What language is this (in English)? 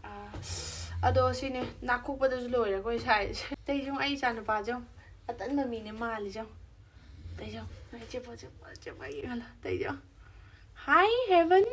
Manipuri